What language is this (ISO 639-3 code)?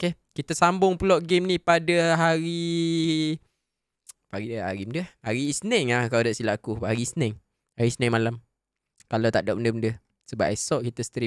msa